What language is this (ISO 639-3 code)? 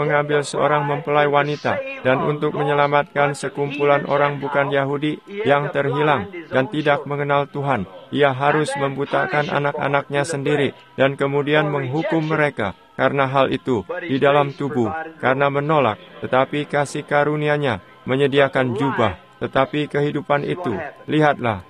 ind